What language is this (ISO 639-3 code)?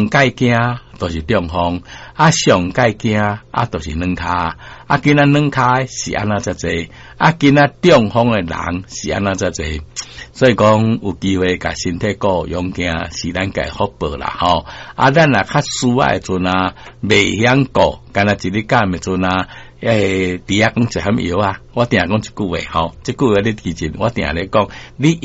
nan